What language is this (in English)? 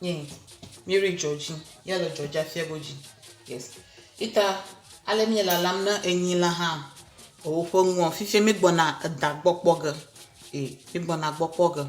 Ewe